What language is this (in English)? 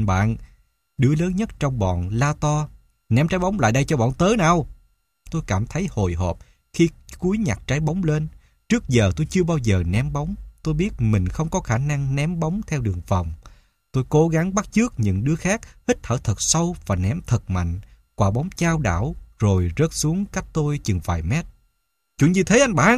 Vietnamese